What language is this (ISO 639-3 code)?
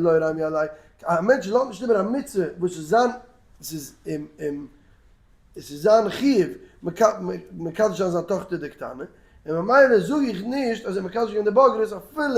yid